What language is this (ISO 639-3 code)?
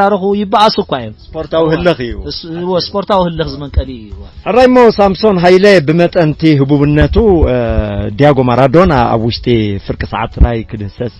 tir